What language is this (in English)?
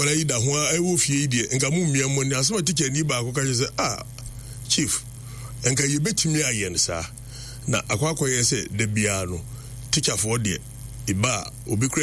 Akan